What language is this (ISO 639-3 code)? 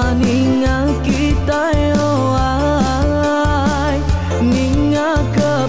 iba